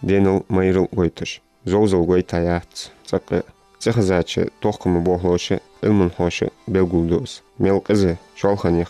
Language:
Ingush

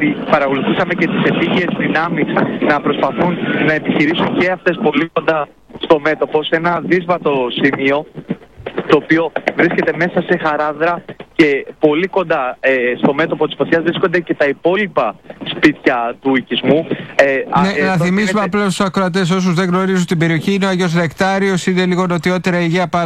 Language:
Greek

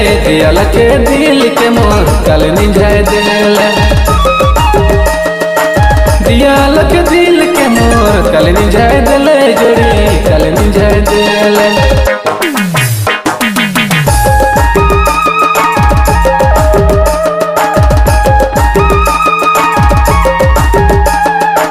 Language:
Sadri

